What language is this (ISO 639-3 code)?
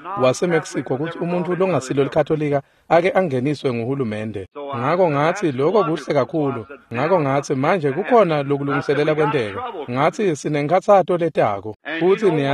ssw